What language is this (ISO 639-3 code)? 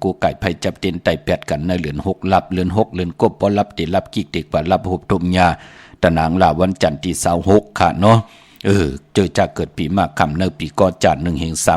shn